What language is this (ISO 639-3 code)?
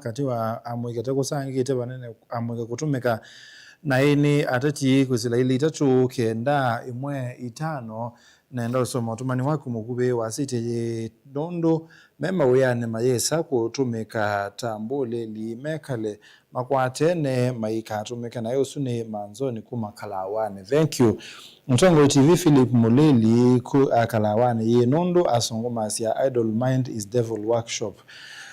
kam